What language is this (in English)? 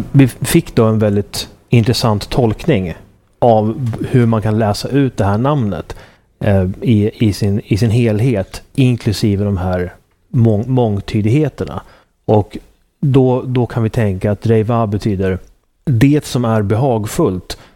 Swedish